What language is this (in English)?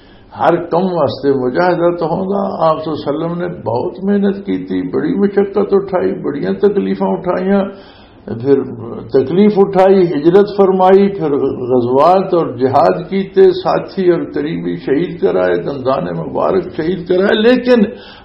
Western Panjabi